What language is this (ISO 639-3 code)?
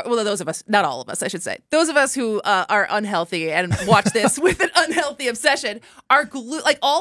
eng